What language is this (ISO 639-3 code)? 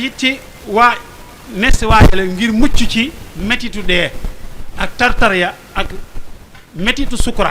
wol